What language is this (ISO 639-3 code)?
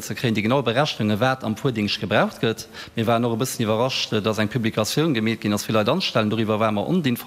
ltz